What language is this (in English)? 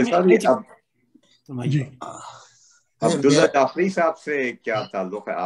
Urdu